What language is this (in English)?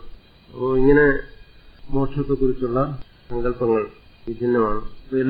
Malayalam